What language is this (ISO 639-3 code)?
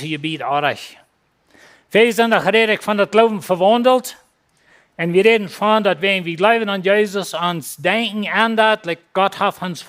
pdt